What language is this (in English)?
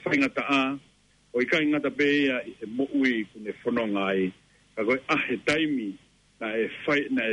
Tongan